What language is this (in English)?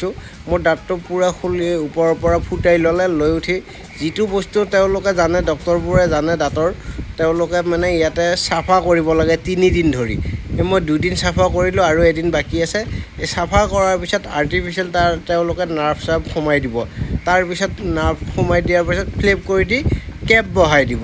Assamese